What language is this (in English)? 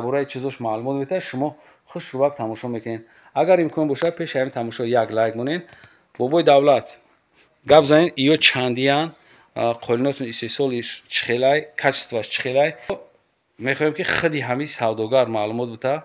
Tajik